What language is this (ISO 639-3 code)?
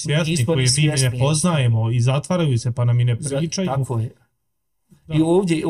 bos